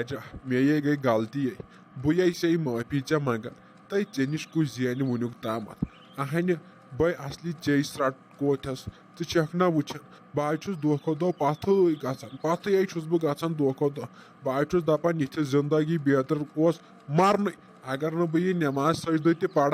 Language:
Kashmiri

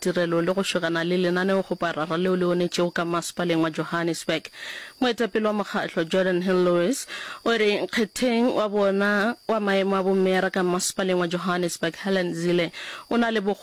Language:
Northern Sotho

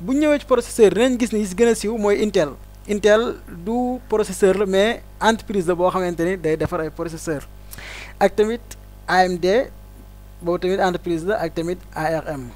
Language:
Wolof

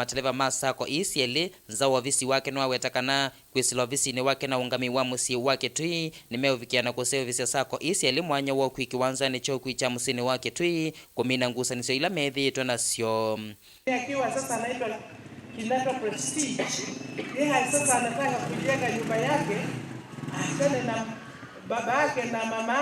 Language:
Kamba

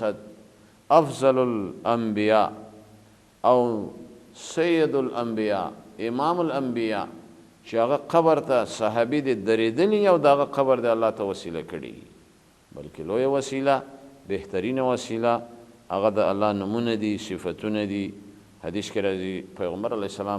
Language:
Pashto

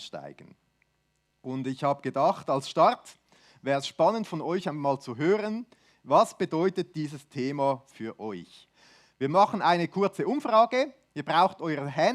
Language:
Swiss German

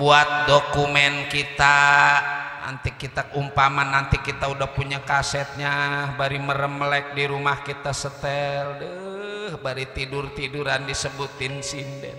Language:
Betawi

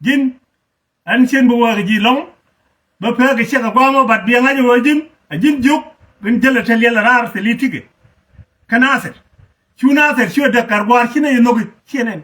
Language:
Nuer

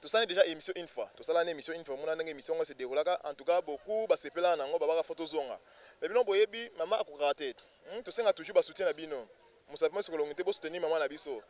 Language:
Lingala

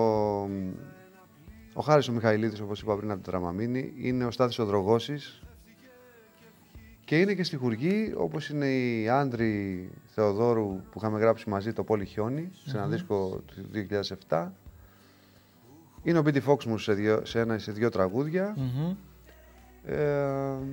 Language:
Greek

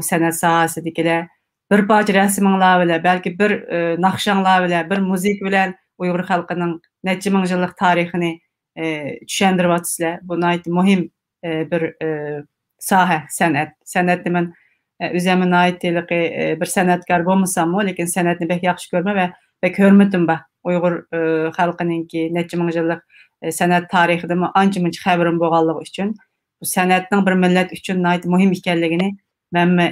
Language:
Uyghur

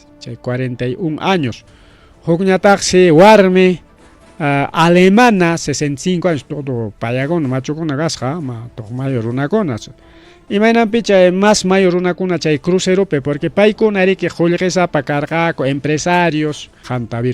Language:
Ayacucho Quechua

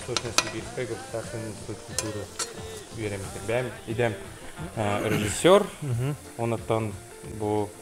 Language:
Yakut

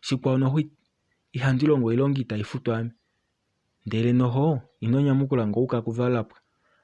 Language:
Kuanyama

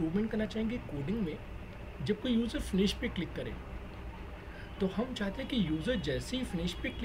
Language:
Hindi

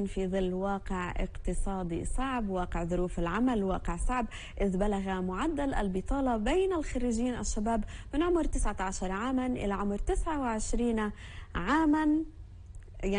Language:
Arabic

